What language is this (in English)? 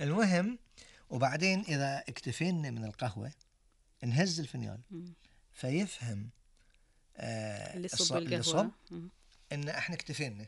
Gulf Arabic